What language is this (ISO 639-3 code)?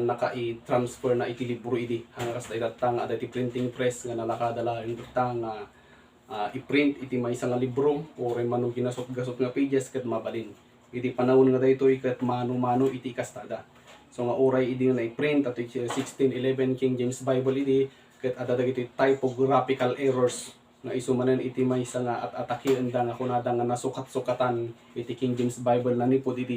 ilo